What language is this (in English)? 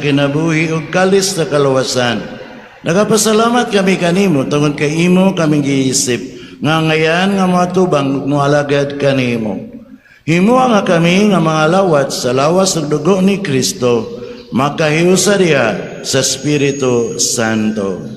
Cebuano